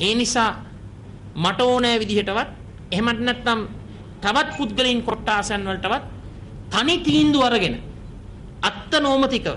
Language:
Sinhala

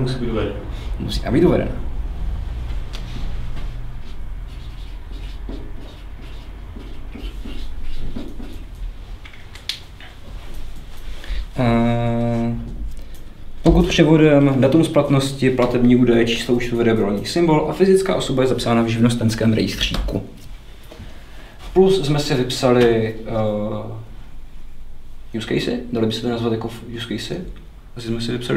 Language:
Czech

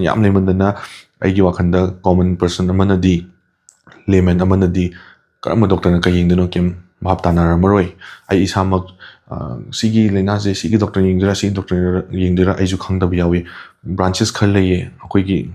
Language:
Manipuri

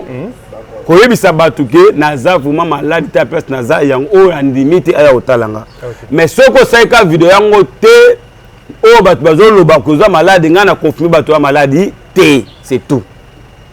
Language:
Lingala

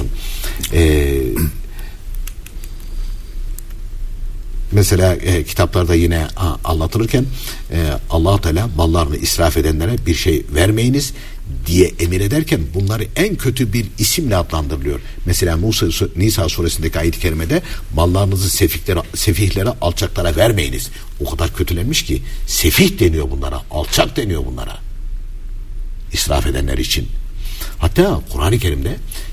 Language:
Turkish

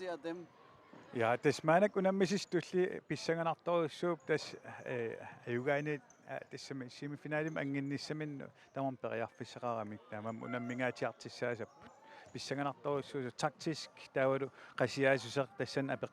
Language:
Kalaallisut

